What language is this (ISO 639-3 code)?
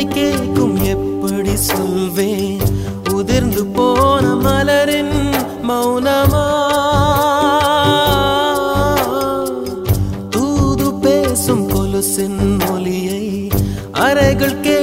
tam